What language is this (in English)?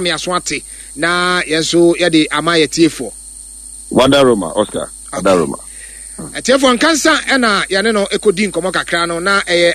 Akan